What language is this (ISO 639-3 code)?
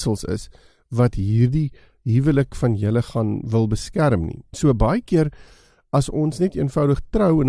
afr